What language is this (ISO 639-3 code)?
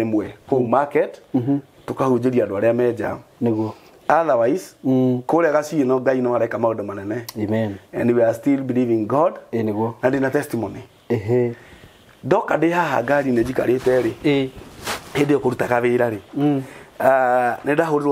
kik